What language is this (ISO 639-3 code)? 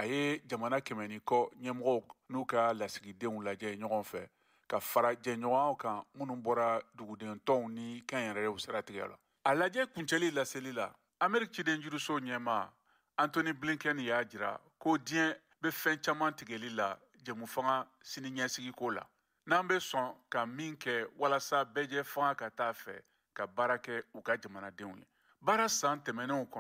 bam